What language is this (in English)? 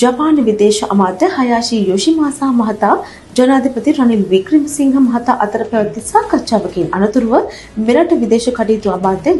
Sinhala